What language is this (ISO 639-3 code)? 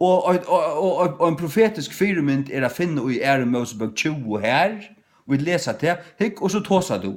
fao